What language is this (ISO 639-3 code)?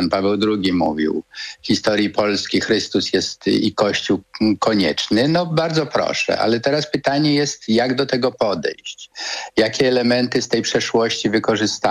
pol